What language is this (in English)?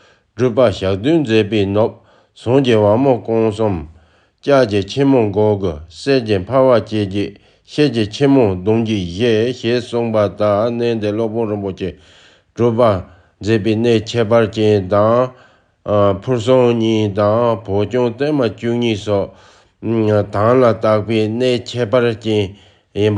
Tibetan